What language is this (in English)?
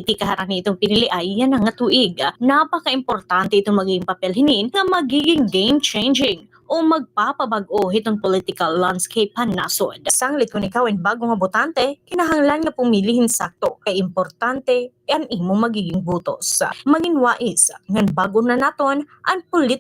Waray